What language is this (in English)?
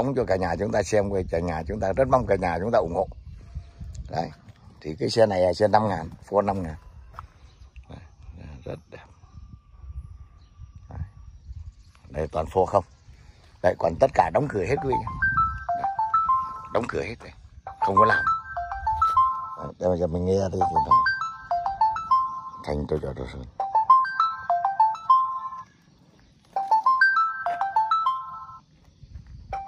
Vietnamese